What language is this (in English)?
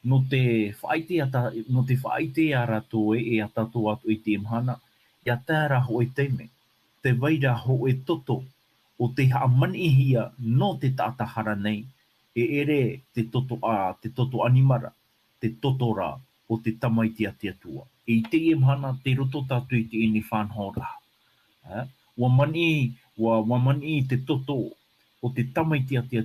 Tahitian